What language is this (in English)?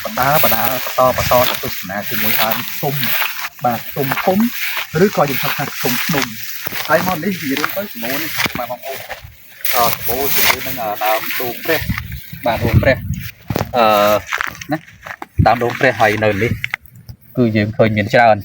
Khmer